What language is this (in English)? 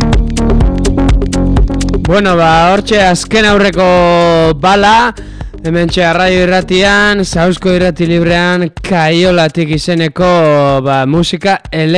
Basque